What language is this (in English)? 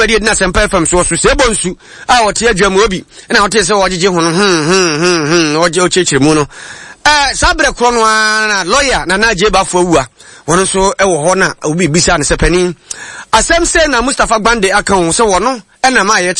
Akan